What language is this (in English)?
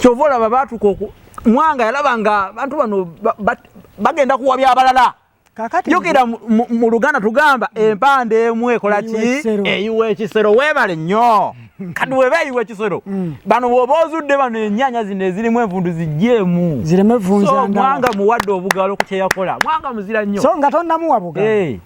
Ganda